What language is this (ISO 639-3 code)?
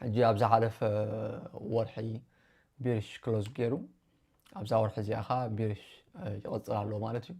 tir